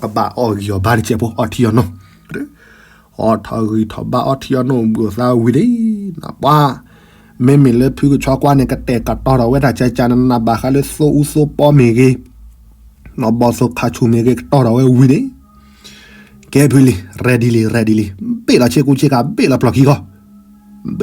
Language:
S'gaw Karen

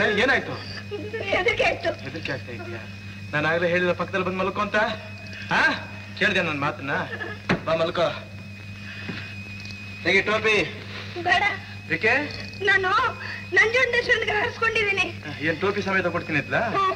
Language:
Kannada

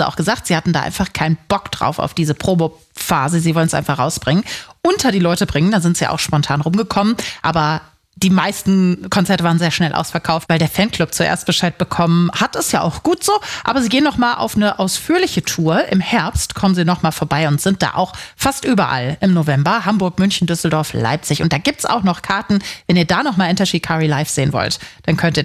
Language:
German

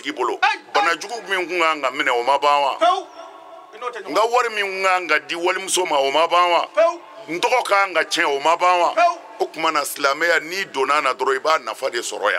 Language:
Bambara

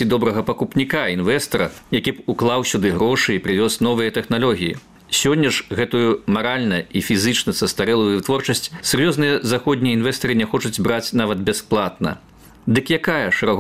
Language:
Belarusian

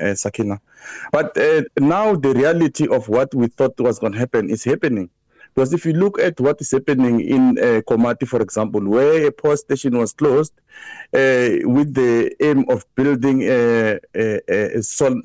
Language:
English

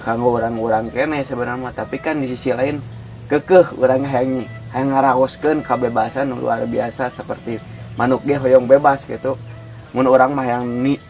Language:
Sundanese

